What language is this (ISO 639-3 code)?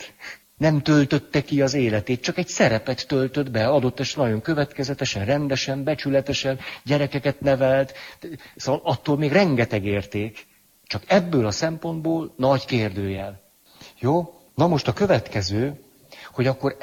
hun